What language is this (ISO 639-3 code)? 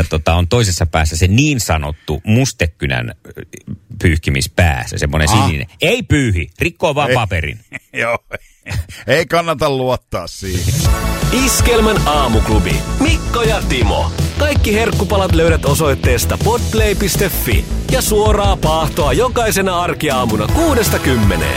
fin